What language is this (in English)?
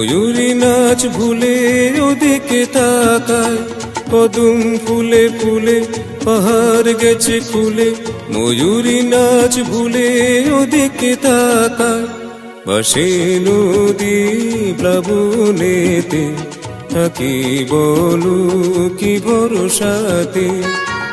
Bangla